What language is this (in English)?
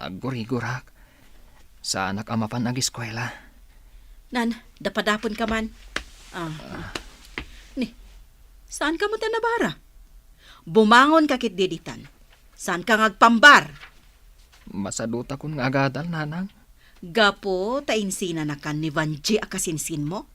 Iloko